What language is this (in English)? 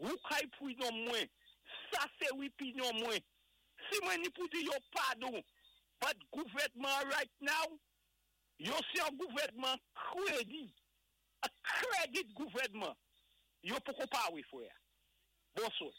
Saint Lucian Creole French